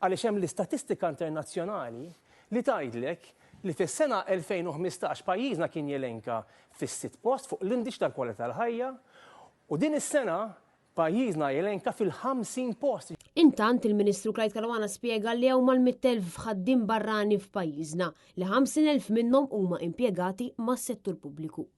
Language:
Maltese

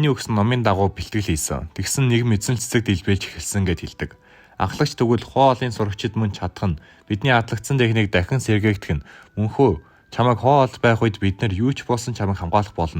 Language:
Mongolian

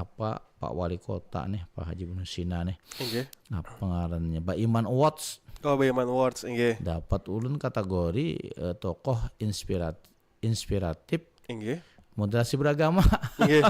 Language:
Banjar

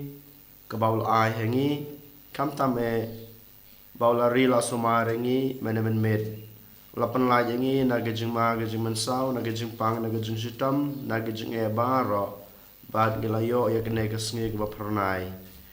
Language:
Khasi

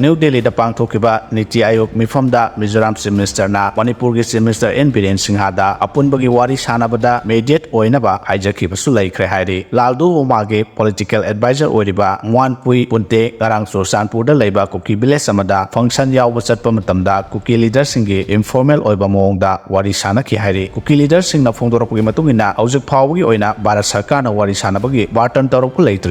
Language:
Manipuri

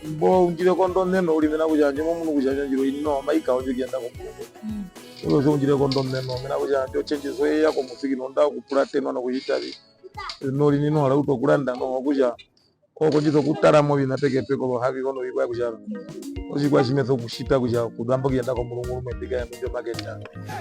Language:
Herero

